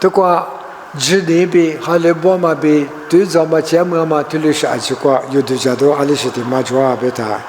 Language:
Lisu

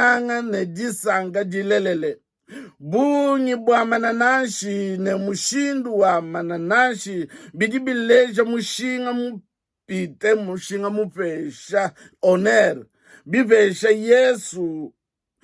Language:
Luba-Lulua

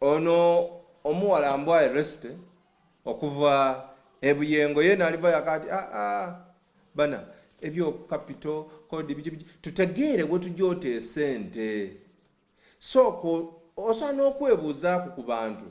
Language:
Soga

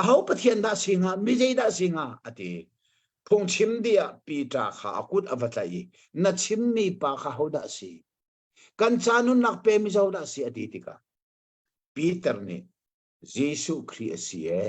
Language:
Hakha Chin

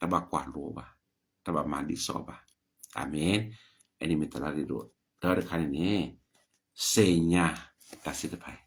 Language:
S'gaw Karen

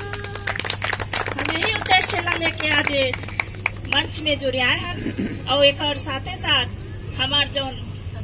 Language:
Chhattisgarhi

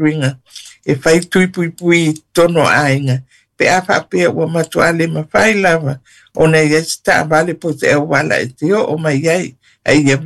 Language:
Samoan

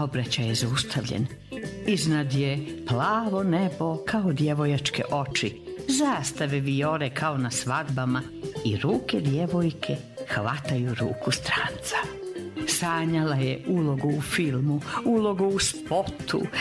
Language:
Croatian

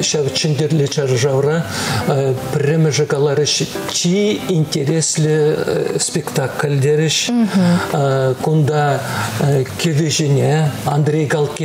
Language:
Chuvash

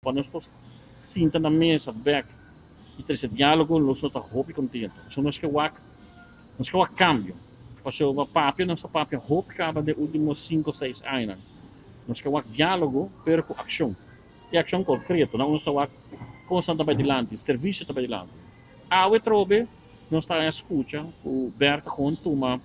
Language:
Papiamento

